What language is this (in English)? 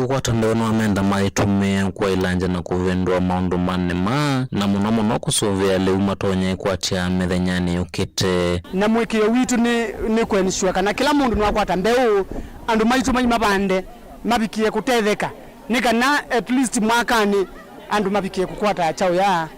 Kamba